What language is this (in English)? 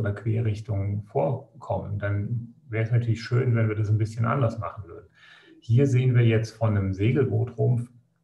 German